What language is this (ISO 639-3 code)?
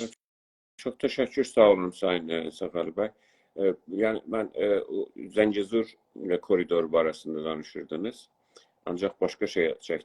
azb